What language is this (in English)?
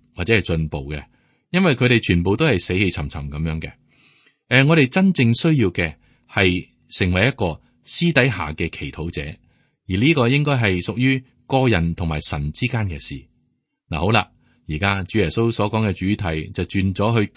Cantonese